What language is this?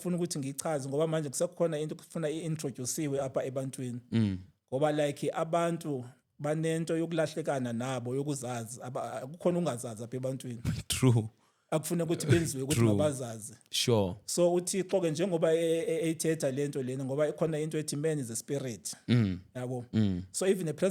Zulu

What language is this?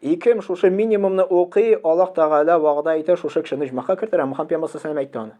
Tatar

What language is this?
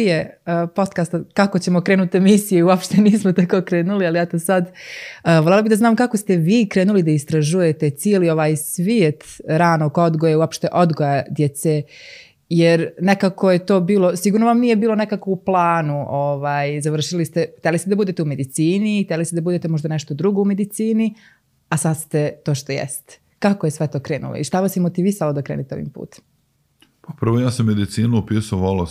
Serbian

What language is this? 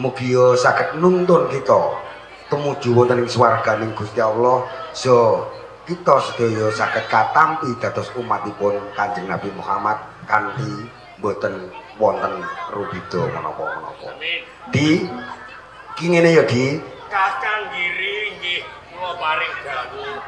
Javanese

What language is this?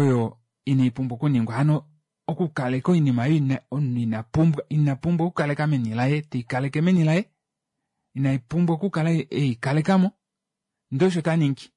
Kuanyama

